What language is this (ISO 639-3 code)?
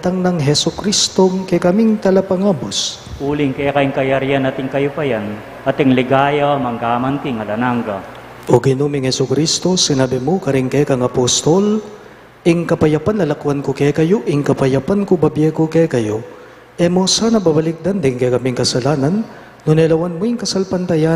pam